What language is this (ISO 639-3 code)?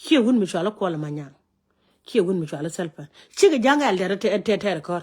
nus